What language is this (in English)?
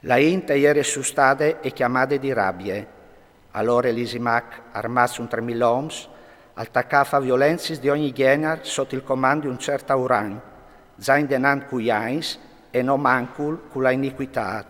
Friulian